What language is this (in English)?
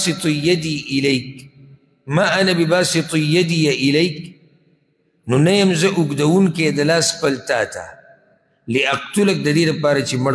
Pashto